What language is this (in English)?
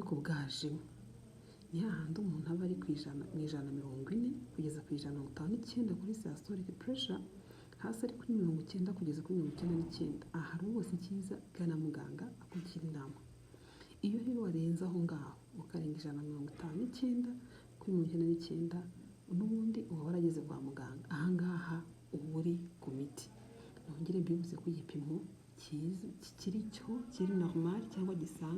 Kinyarwanda